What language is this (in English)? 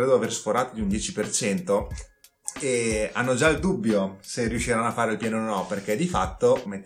Italian